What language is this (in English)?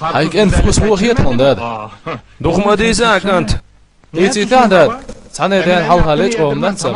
Chechen